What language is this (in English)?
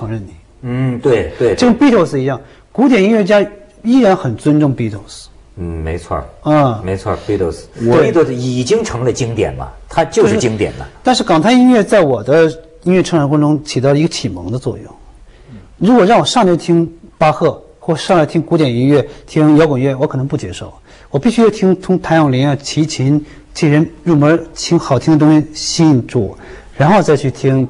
Chinese